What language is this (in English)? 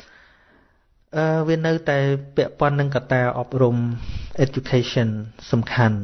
Khmer